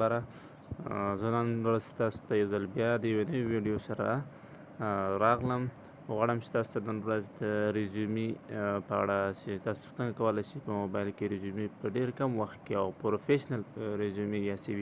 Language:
Pashto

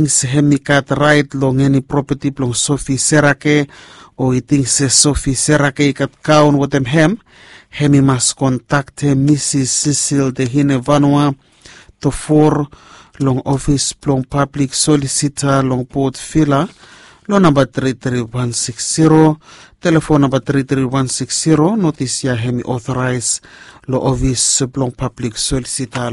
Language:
Bislama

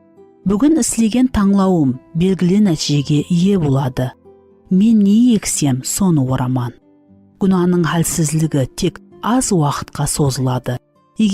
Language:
Kara-Kalpak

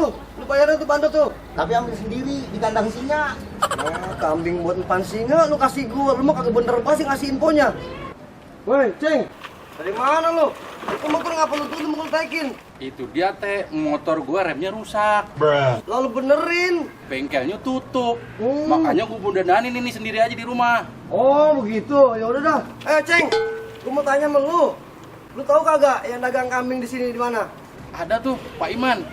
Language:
Betawi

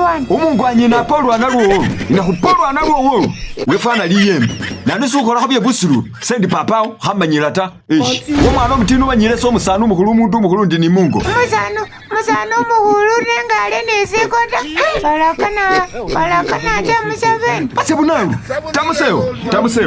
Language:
Masaaba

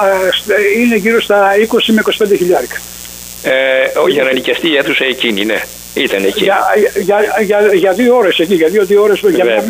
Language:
Greek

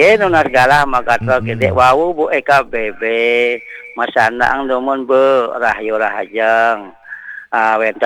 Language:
Balinese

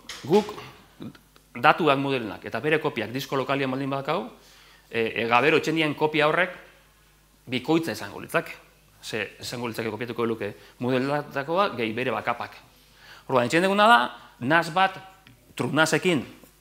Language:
Basque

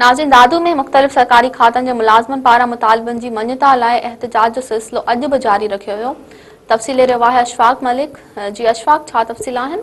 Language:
Sindhi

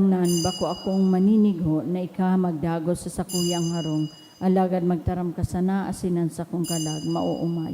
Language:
Bikol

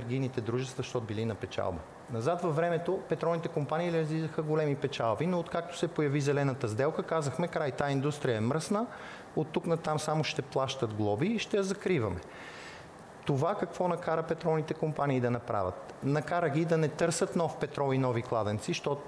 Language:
Bulgarian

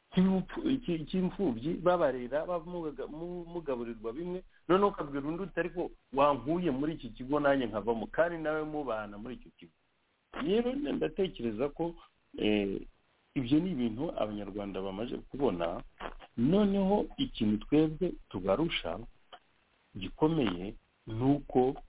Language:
Kinyarwanda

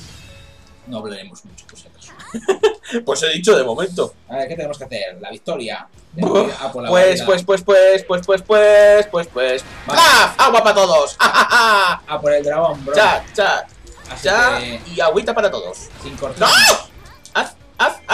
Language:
Spanish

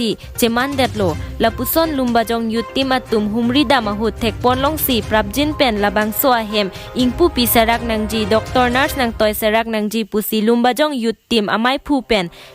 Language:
Karbi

